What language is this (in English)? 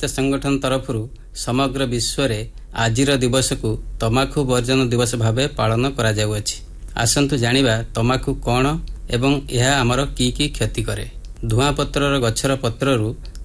Odia